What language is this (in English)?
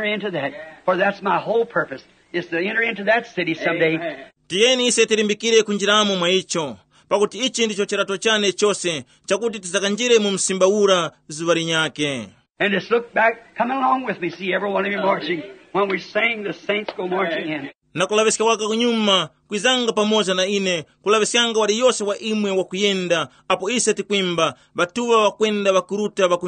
Tumbuka